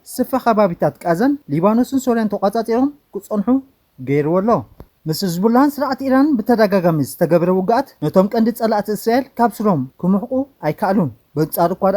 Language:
Tigrinya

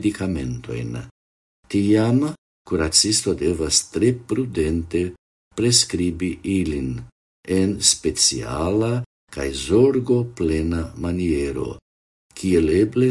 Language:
Esperanto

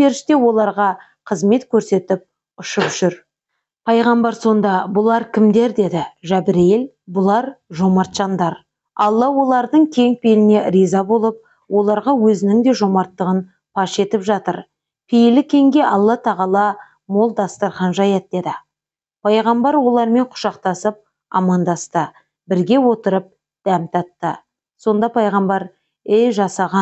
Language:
Kazakh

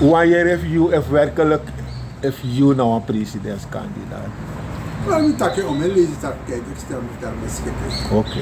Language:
Sranan Tongo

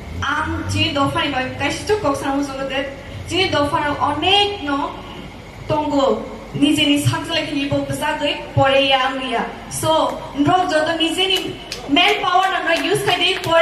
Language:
Kok Borok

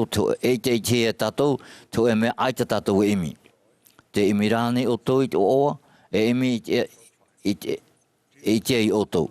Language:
Tahitian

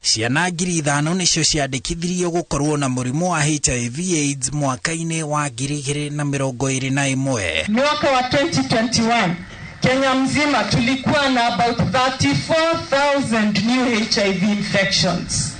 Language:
Kikuyu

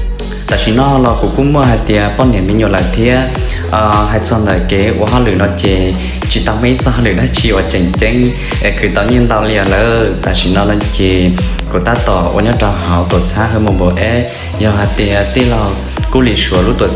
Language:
Hmong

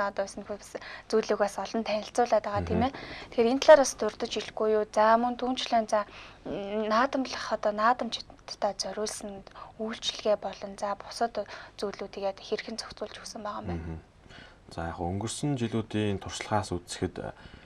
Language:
Mongolian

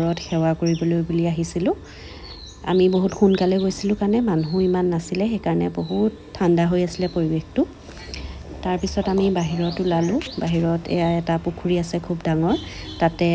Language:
Assamese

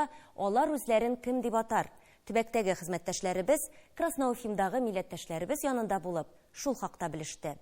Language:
Tatar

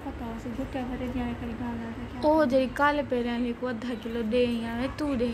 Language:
Saraiki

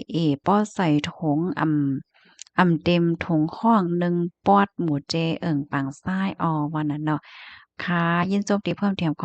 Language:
Shan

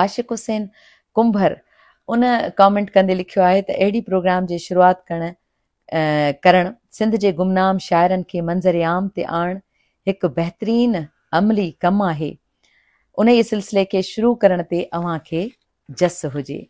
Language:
Sindhi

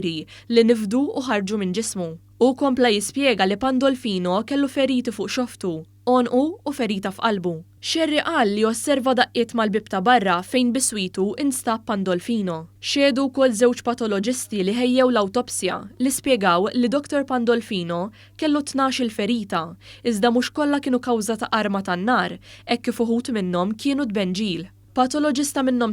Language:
Maltese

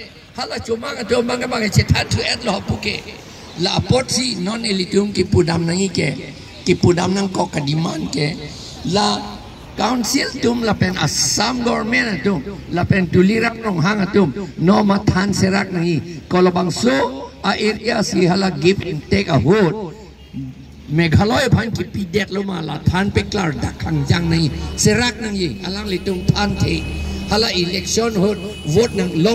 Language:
Karbi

